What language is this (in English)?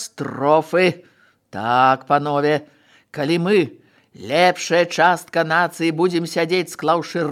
Belarusian